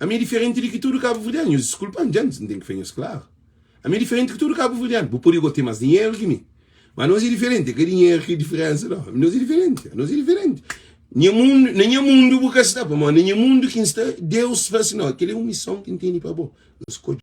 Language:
Kabuverdianu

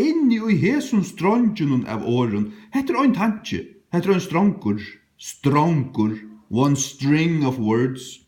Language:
Faroese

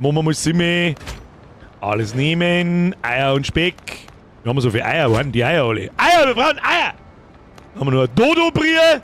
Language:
Bavarian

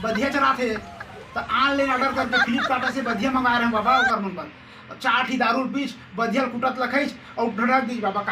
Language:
Chhattisgarhi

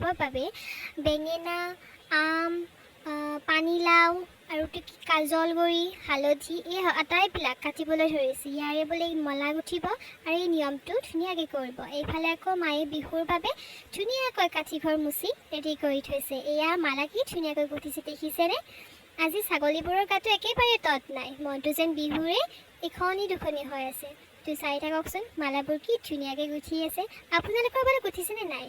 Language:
Assamese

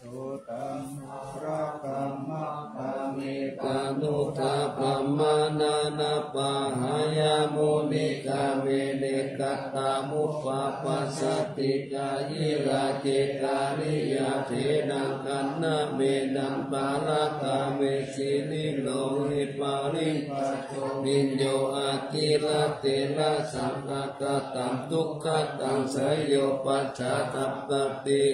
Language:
Pali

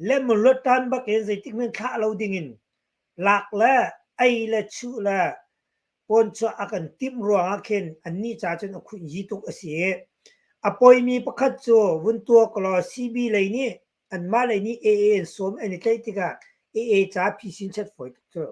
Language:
Hakha Chin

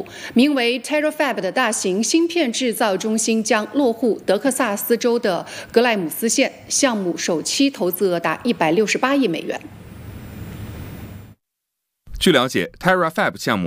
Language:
Chinese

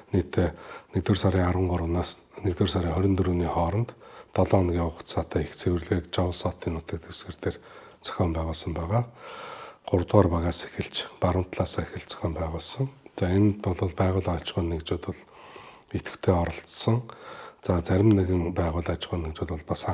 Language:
Mongolian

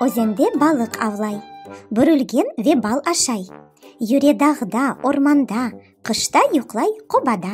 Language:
Crimean Tatar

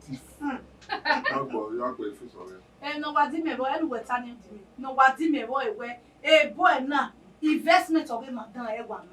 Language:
Bini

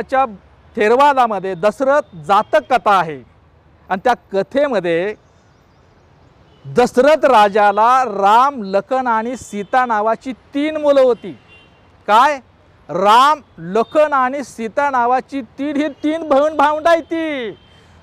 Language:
Marathi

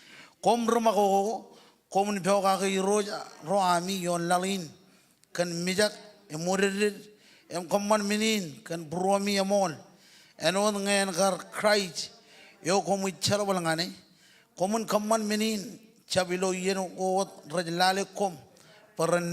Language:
Marshallese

